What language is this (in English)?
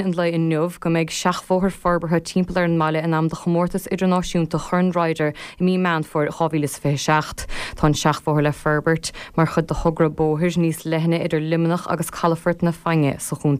Irish